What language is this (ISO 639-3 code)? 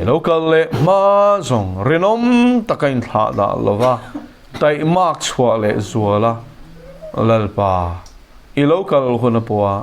lus